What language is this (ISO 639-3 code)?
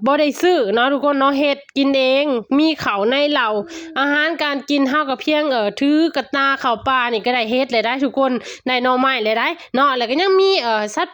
lao